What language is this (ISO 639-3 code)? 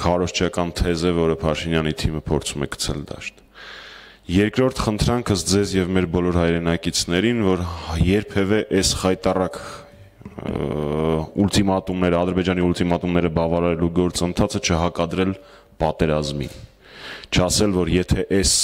hye